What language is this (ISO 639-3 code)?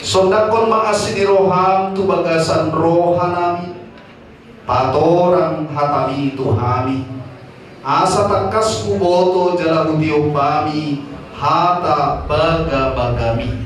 bbc